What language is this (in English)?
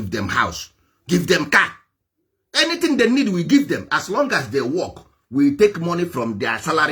Igbo